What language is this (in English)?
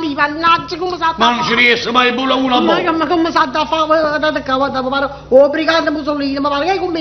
Neapolitan